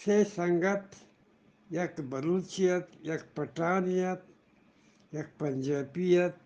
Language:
Eastern Balochi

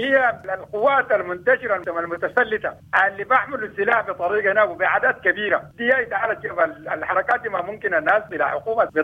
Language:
Sudanese Arabic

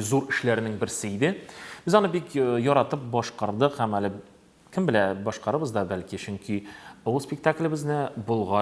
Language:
Tatar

